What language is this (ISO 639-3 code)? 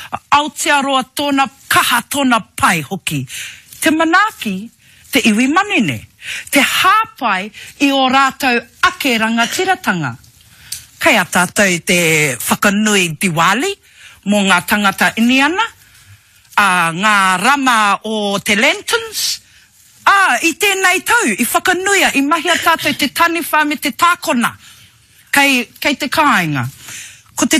mri